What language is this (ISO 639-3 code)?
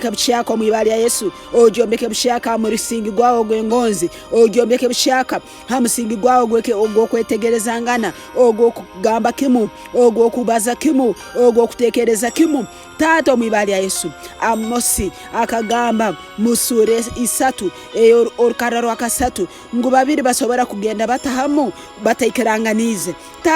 ttj